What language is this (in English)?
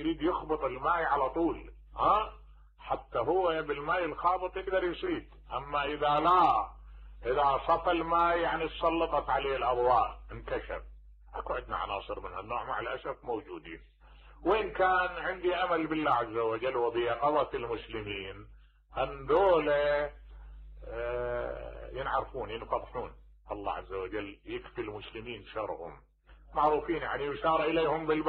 Mesopotamian Arabic